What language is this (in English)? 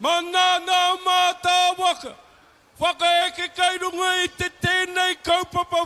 Māori